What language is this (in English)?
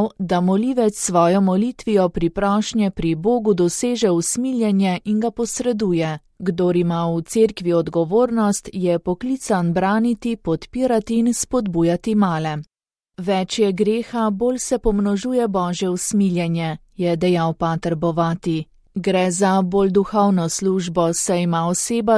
Slovenian